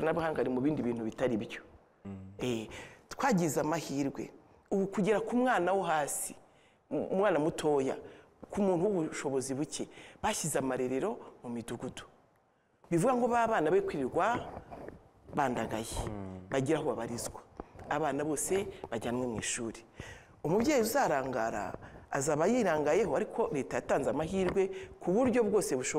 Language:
Kinyarwanda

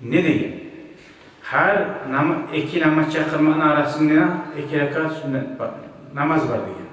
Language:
Kumyk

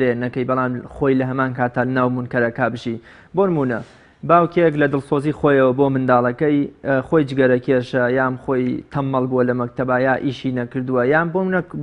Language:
Central Kurdish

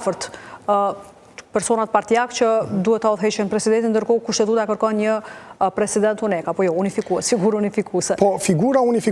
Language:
Albanian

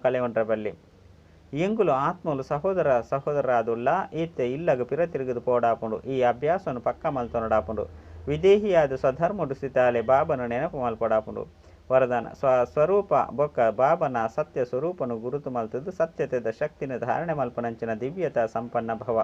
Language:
Tulu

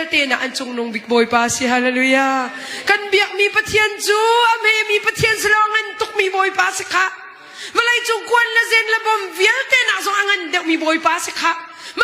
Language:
Hakha Chin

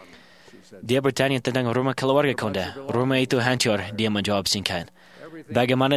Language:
Indonesian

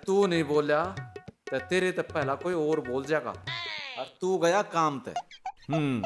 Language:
Haryanvi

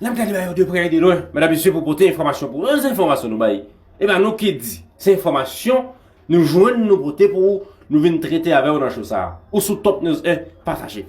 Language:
Haitian Creole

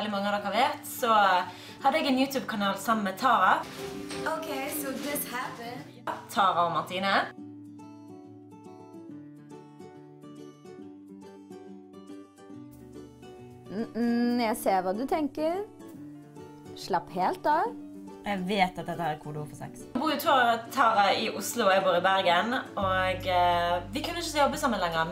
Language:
Norwegian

